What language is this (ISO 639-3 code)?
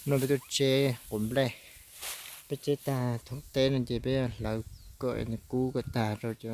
hmn